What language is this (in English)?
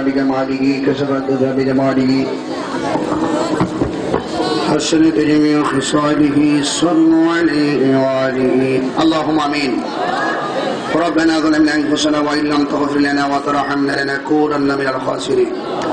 Bangla